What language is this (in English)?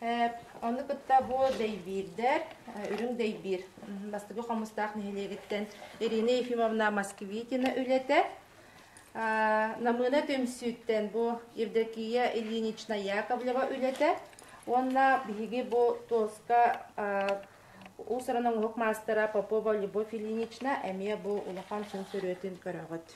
Yakut